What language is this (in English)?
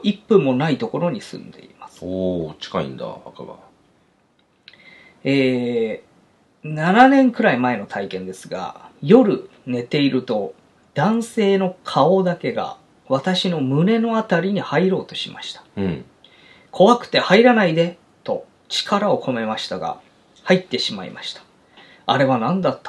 Japanese